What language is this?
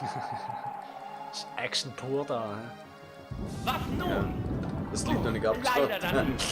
Swiss German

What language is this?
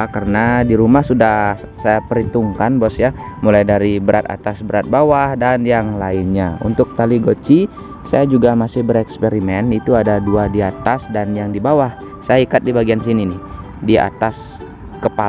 Indonesian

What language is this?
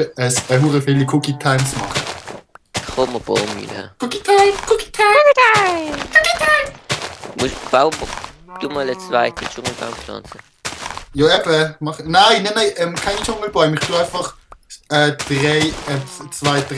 Swiss German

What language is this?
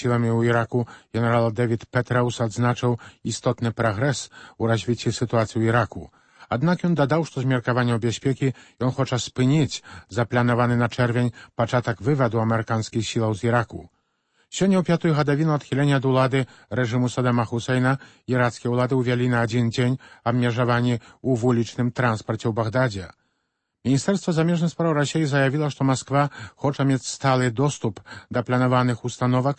Belarusian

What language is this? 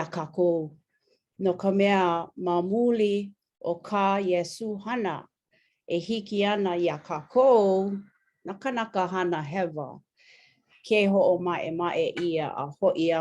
Hawaiian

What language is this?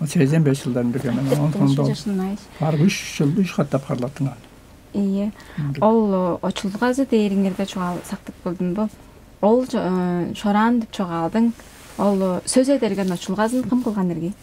Tuvinian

